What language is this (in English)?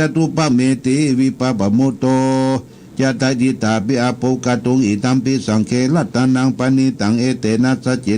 Pali